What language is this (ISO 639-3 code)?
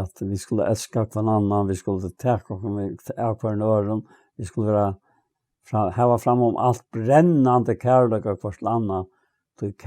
fao